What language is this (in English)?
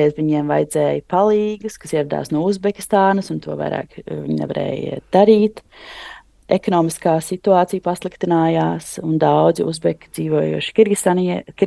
Latvian